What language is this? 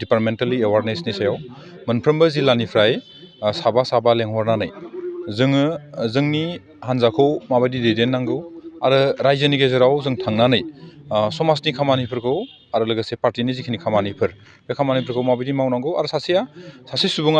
Bodo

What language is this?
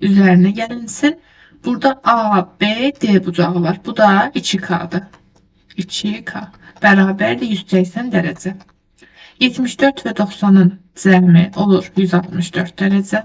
Azerbaijani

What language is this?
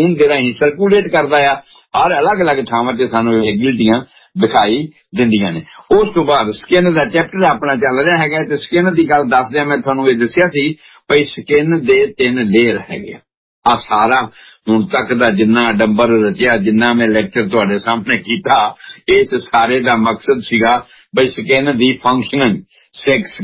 Punjabi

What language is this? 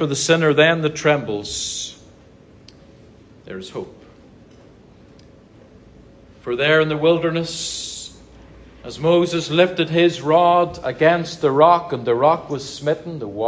English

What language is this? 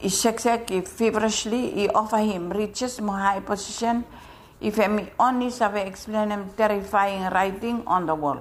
Bislama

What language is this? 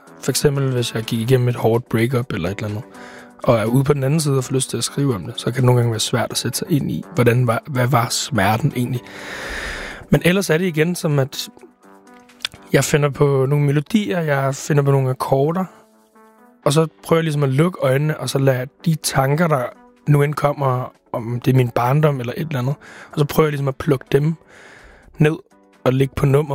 Danish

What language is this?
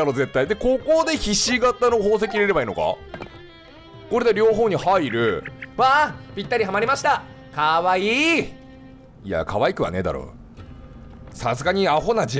Japanese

